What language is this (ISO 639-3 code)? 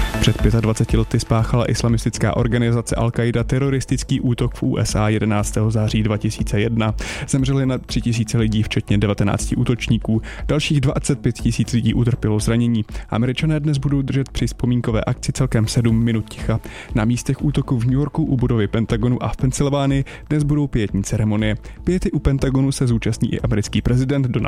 ces